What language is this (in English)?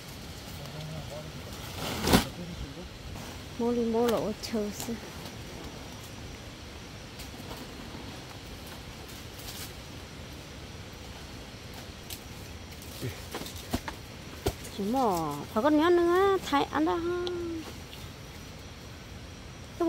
Vietnamese